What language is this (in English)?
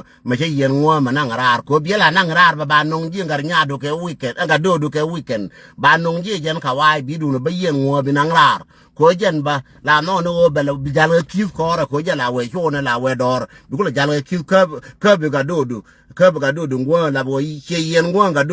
Nuer